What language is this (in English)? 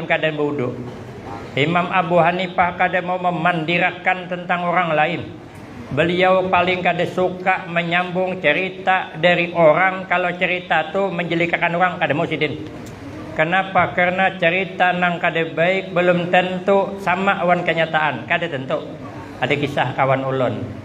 Banjar